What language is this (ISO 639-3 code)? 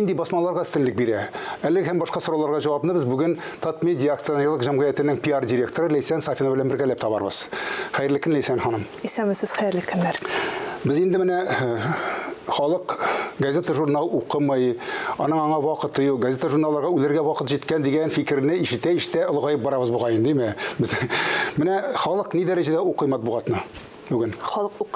tat